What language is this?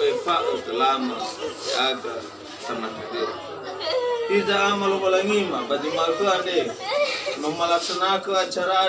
Nias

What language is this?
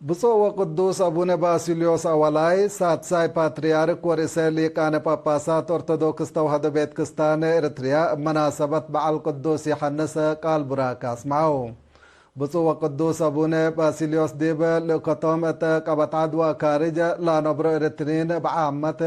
Tigre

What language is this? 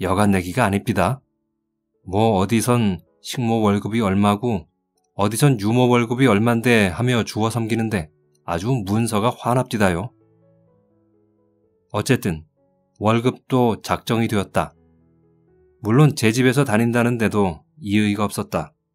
Korean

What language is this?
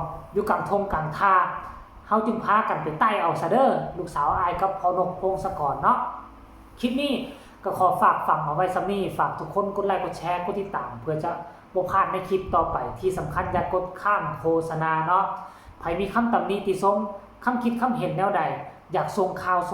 Northeastern Thai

